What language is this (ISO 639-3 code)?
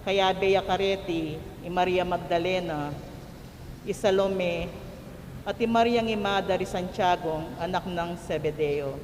pam